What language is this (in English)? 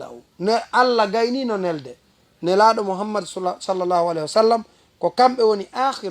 Fula